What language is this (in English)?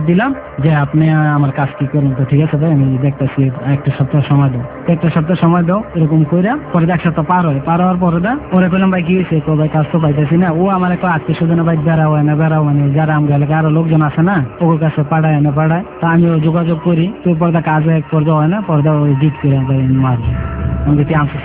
Bangla